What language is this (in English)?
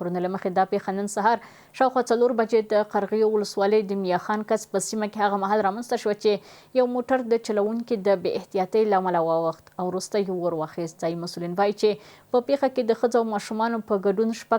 Pashto